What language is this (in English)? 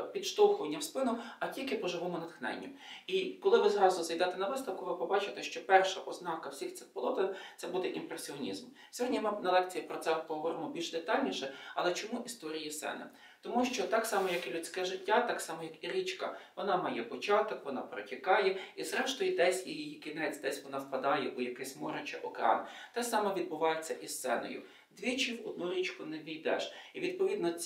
Ukrainian